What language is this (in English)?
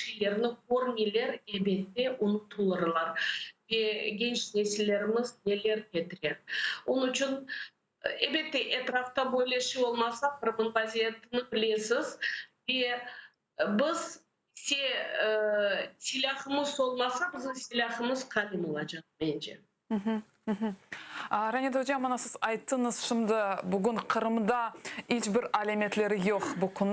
Crimean Tatar